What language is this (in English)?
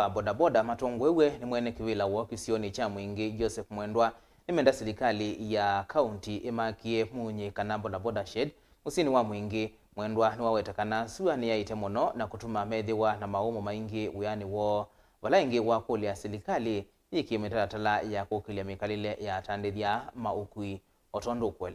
Kamba